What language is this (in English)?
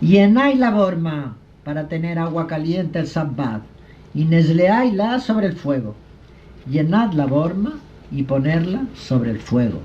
Ladino